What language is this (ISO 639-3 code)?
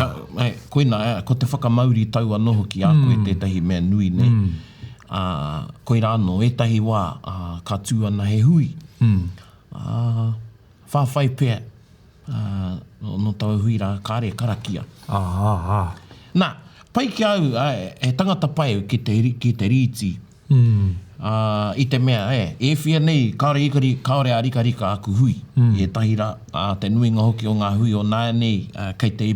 mri